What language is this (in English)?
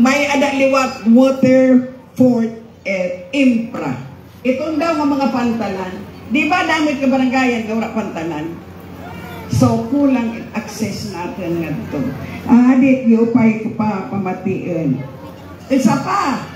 Waray